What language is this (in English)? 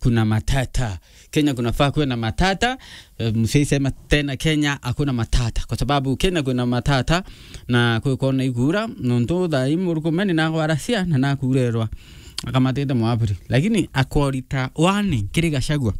Meru